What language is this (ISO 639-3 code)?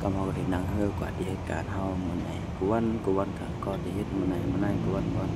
shn